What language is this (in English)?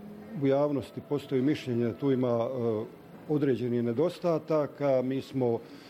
Bosnian